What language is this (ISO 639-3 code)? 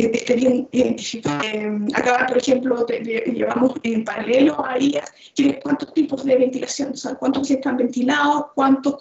spa